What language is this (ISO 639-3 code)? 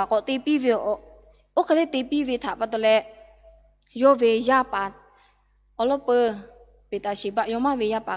lhu